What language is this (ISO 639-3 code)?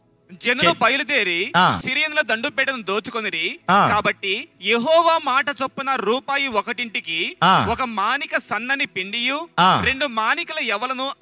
tel